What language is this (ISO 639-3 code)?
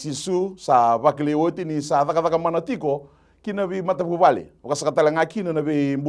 fij